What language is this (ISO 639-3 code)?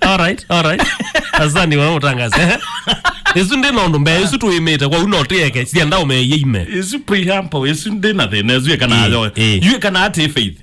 kam